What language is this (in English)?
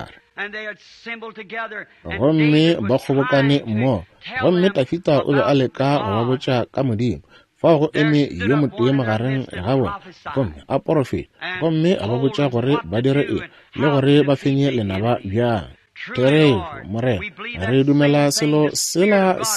Northern Sotho